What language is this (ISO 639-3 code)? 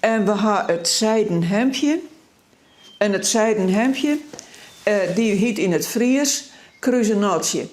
fry